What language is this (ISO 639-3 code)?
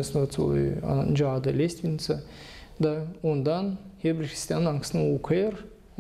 gag